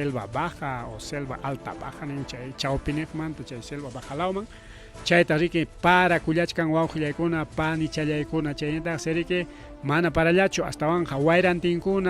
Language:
Ayacucho Quechua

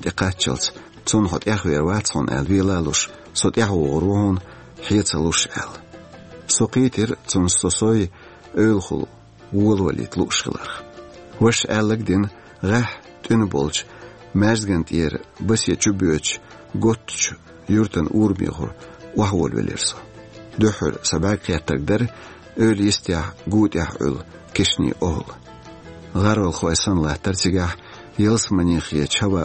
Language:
Chechen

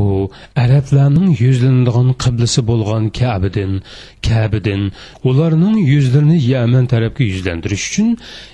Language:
Uyghur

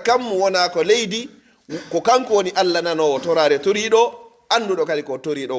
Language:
Pular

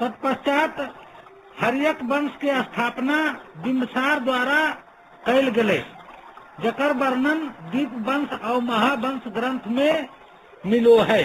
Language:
Magahi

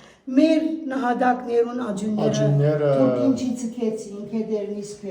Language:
Western Armenian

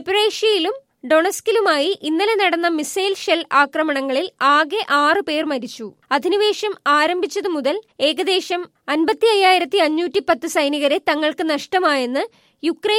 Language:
Malayalam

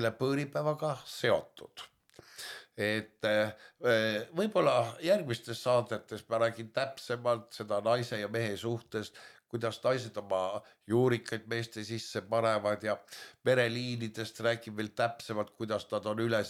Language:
Estonian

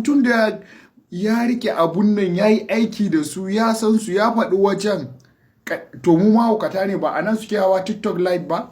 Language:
Hausa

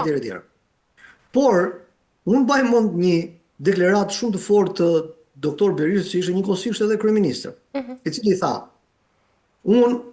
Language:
Albanian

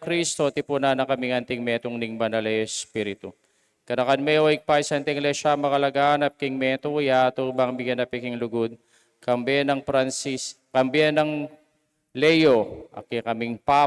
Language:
Pampanga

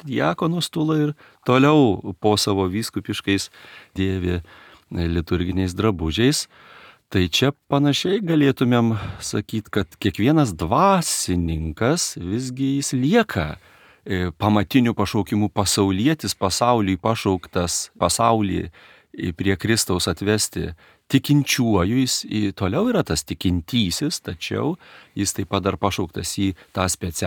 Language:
Lithuanian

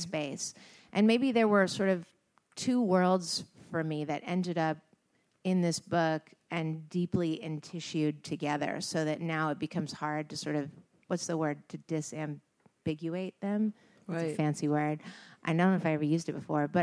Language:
English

